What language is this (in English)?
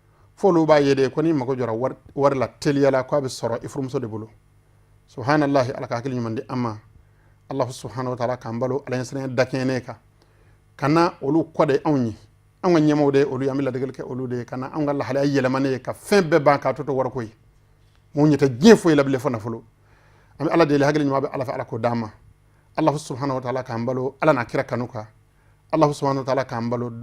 Bambara